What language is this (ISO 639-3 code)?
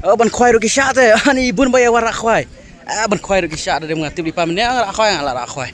kha